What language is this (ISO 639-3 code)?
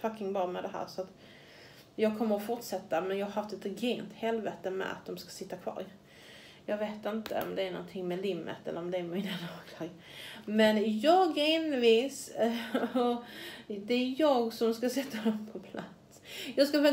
swe